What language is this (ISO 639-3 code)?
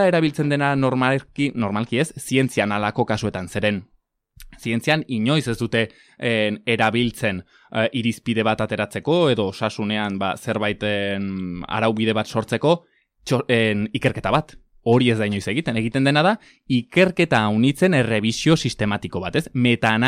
eus